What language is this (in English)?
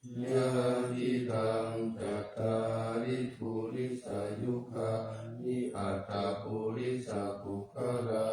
Pali